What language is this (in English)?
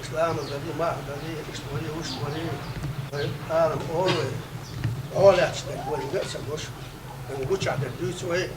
Chechen